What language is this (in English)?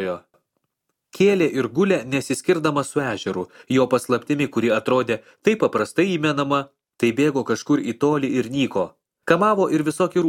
Lithuanian